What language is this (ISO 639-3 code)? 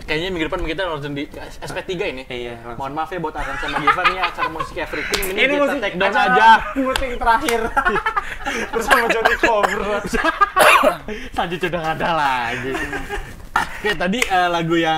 ind